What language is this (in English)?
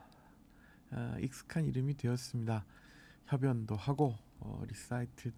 Korean